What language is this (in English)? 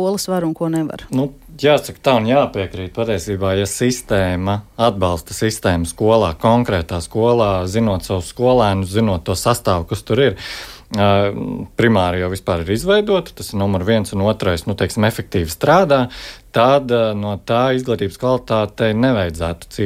Latvian